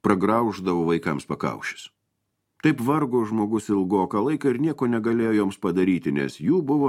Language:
Lithuanian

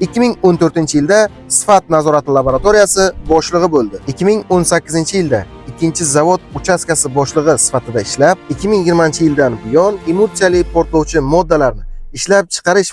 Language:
Uzbek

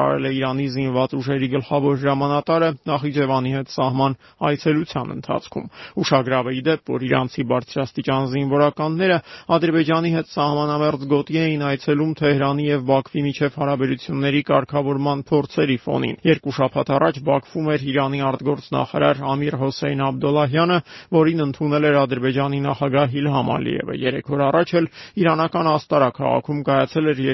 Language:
Armenian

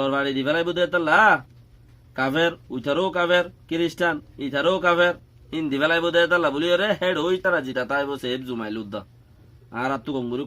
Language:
Rohingya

